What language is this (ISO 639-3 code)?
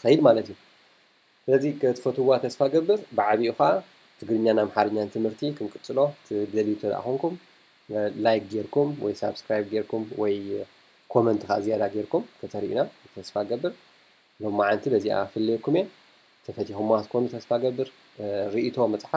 tir